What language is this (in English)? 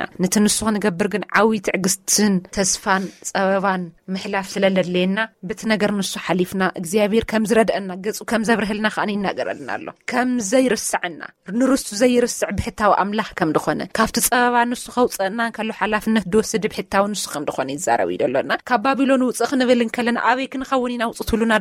Tigrinya